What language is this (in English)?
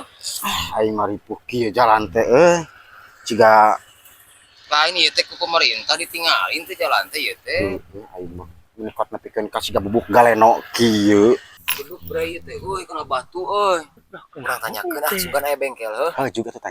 Sundanese